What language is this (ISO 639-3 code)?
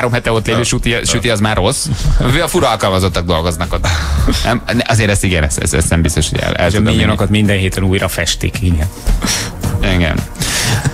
hun